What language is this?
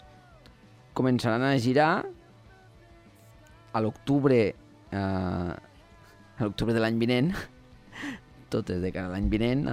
Catalan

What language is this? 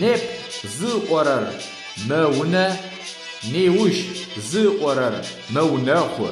Adyghe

